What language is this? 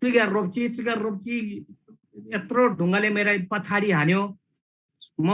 Eastern Tamang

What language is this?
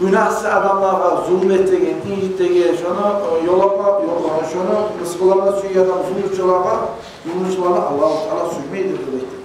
Kumyk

